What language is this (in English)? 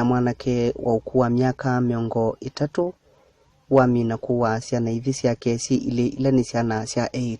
Kamba